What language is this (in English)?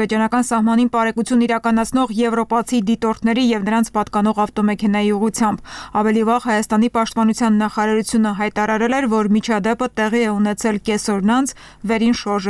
Armenian